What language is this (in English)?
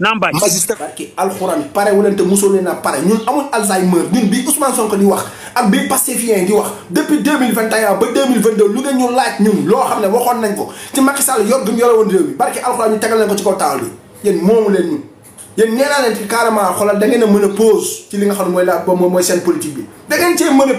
Wolof